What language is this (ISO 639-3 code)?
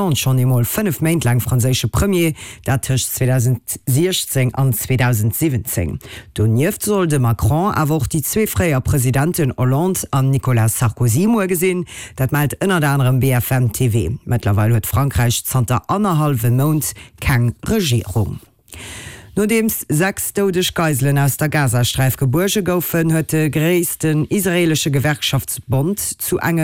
ltz